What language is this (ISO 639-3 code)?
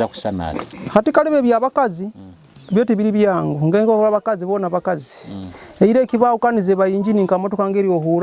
nyo